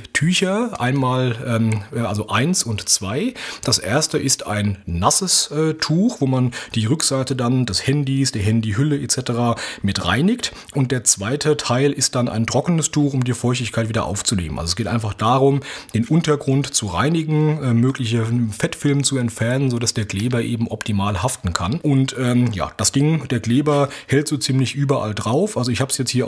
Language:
German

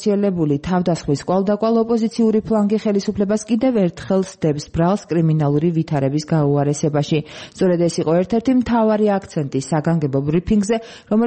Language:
Georgian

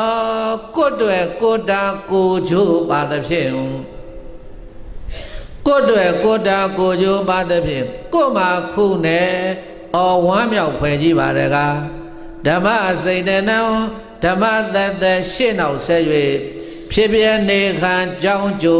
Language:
Burmese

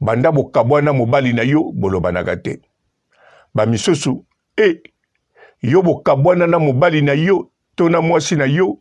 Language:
Lingala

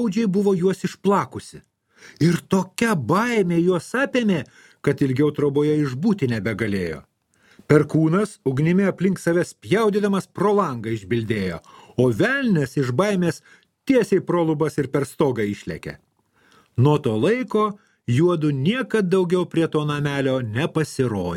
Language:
Lithuanian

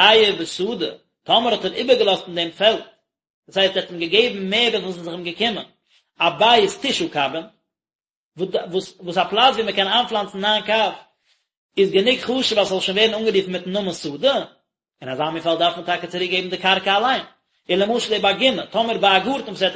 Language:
Yiddish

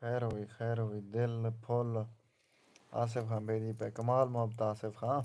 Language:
Saraiki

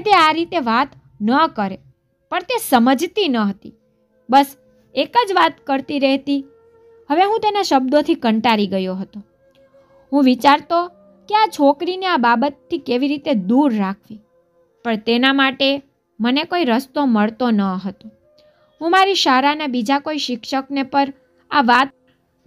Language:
Gujarati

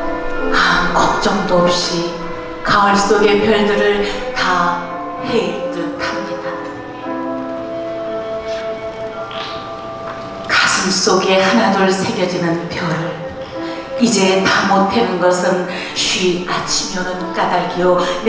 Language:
Korean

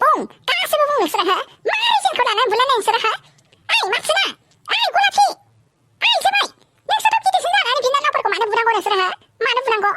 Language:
Bodo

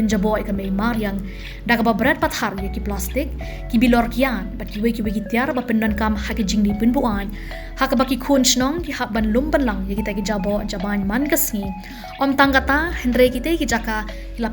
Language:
Khasi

